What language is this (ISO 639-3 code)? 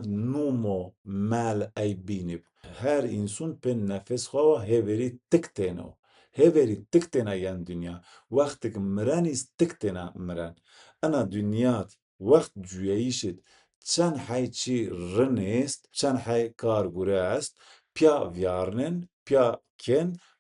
zza